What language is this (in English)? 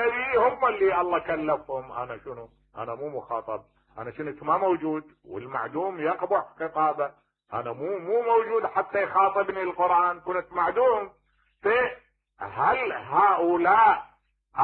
Mesopotamian Arabic